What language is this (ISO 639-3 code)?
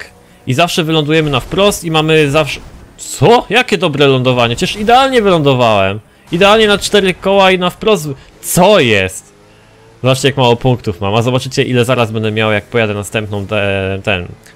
pol